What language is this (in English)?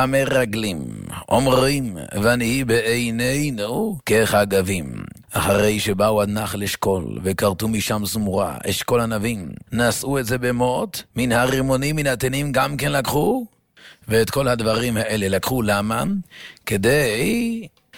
Hebrew